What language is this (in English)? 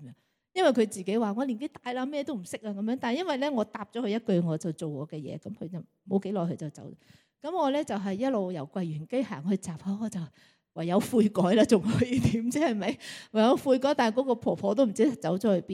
Cantonese